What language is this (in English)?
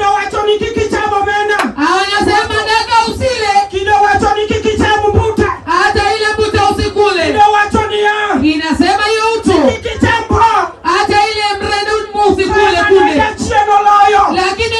Luo (Kenya and Tanzania)